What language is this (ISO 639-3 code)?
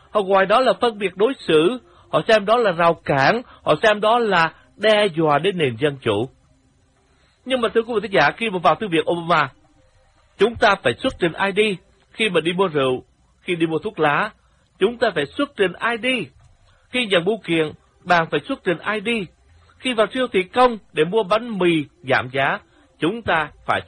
vie